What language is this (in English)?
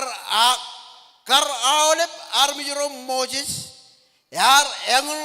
Marshallese